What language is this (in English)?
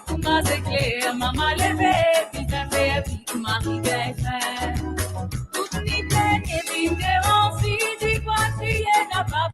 Morisyen